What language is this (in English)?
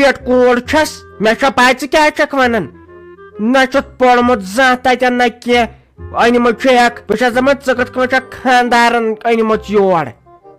Kashmiri